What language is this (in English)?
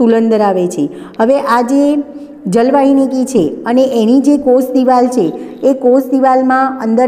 Gujarati